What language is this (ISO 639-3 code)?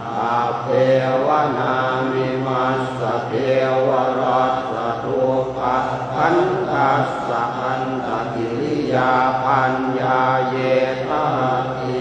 pli